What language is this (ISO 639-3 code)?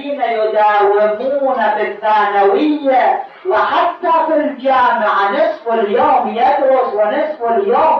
ara